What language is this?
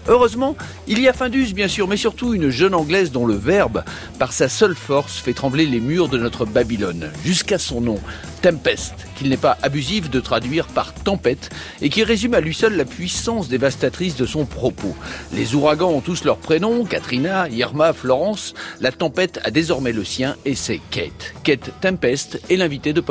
French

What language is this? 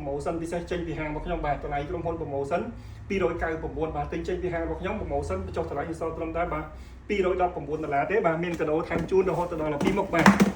Khmer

